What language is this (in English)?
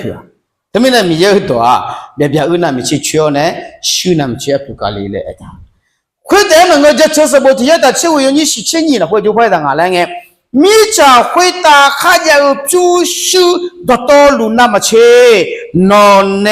Akha